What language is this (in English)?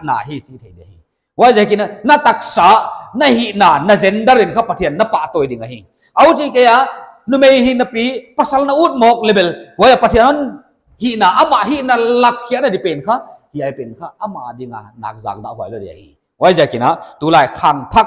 Paite Chin